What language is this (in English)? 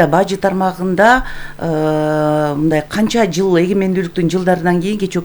Kyrgyz